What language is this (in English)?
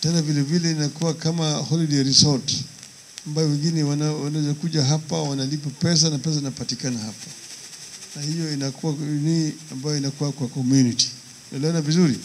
Swahili